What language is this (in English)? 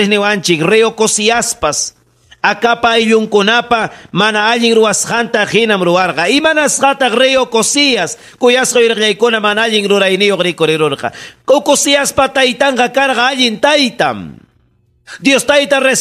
Ayacucho Quechua